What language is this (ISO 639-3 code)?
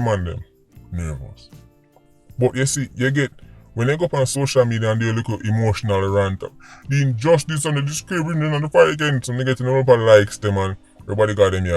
jam